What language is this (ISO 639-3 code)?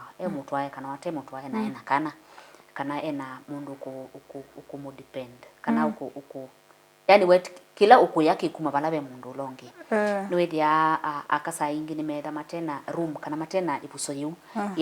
kam